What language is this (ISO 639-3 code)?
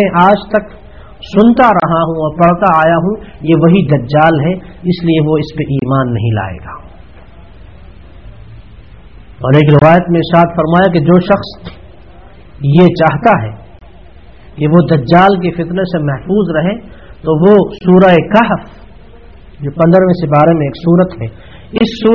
urd